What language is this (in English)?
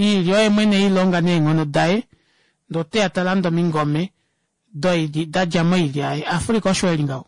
Kuanyama